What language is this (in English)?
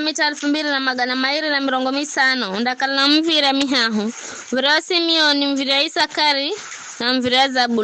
Giryama